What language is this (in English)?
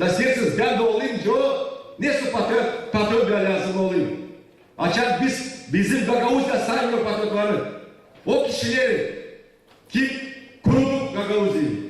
Gagauz